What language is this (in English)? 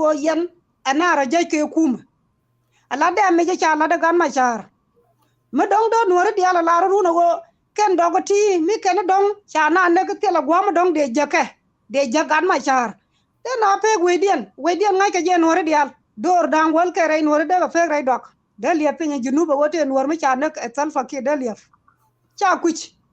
Nuer